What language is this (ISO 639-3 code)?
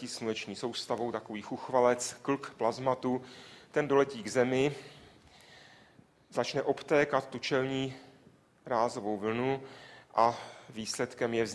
ces